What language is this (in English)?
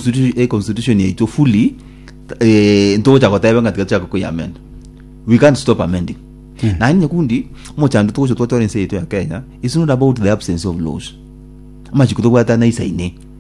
Gusii